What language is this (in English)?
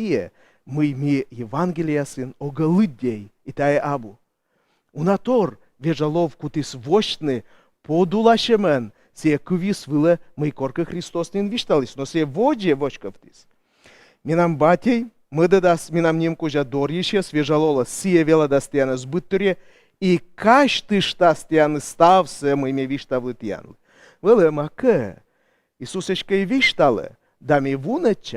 Komi